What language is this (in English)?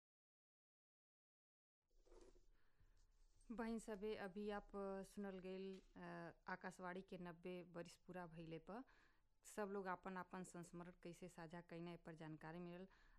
Bhojpuri